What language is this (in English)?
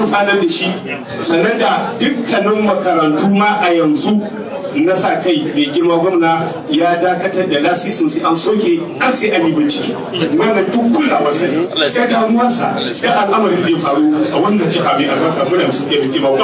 Hausa